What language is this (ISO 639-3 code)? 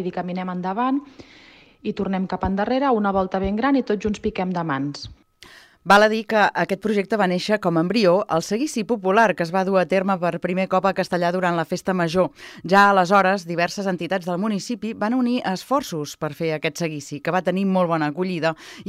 cat